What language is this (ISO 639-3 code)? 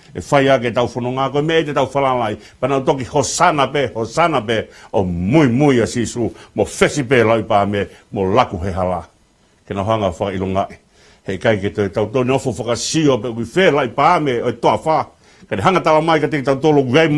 ton